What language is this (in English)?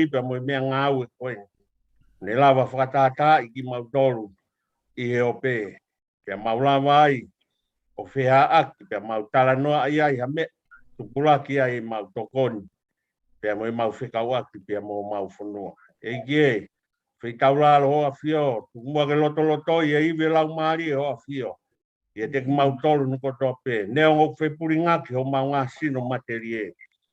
Tongan